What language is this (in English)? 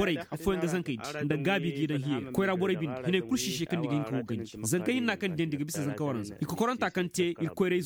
Koyraboro Senni